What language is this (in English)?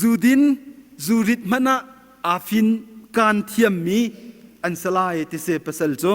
Hakha Chin